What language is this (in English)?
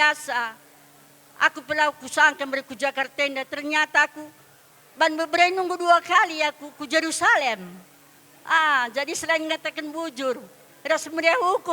Batak Karo